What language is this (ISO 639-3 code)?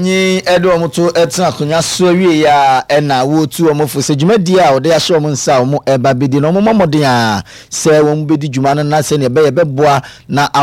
aka